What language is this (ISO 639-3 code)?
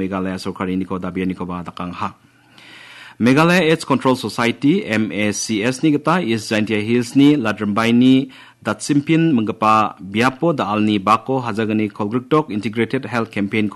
grt